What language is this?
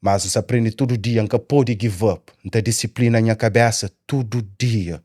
Kabuverdianu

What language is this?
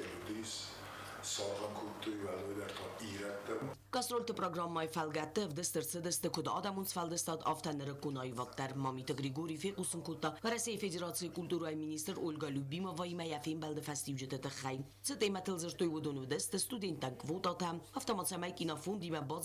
Ossetic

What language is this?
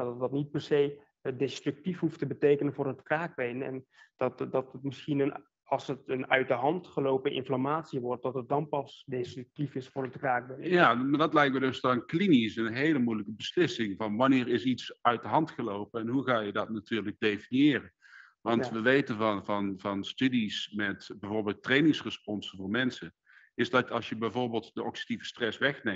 Dutch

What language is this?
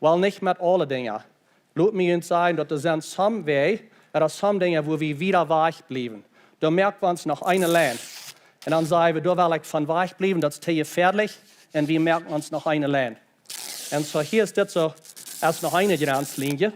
Plautdietsch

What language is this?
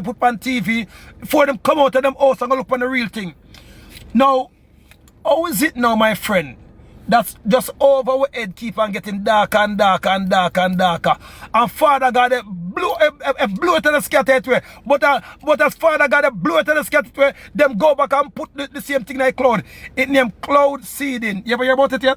Jamaican Creole English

